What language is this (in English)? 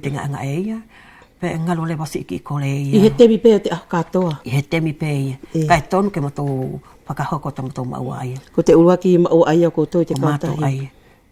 Wallisian